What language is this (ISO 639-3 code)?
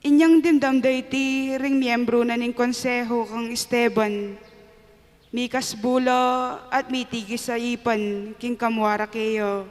pam